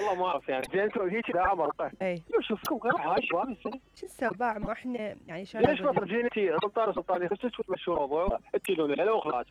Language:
Mesopotamian Arabic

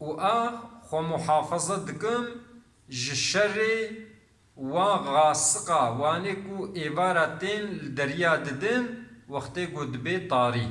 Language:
Kurdish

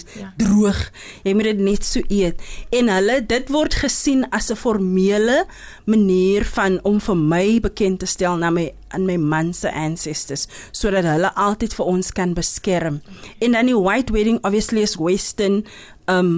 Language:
Afrikaans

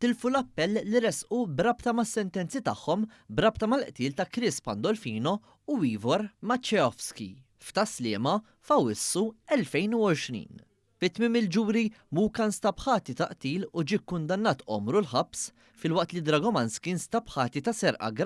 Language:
Maltese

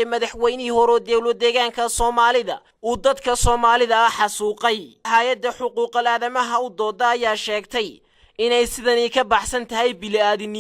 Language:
Somali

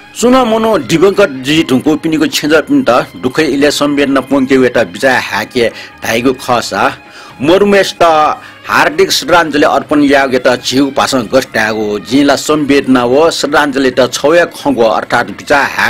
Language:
Newari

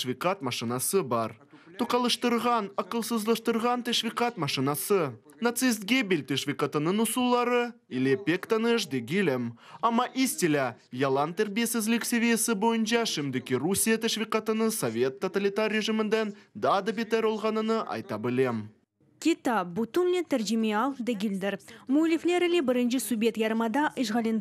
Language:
Crimean Tatar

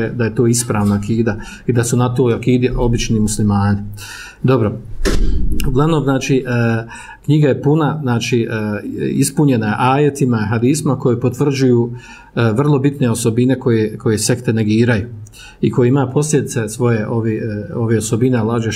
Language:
Bosnian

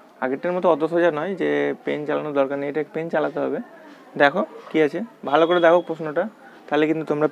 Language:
Bangla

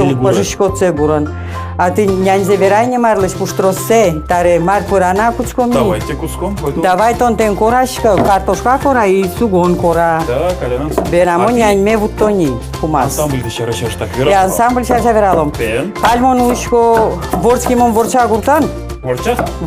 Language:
Udmurt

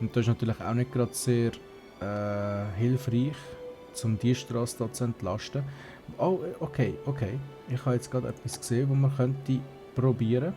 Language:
Swiss German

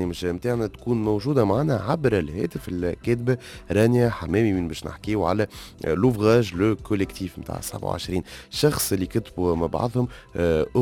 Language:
Tunisian Arabic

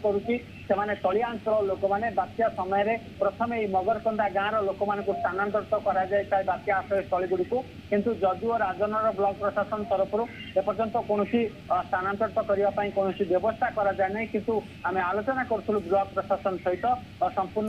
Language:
Odia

